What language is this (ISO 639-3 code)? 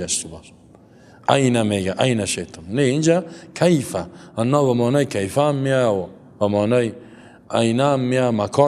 fas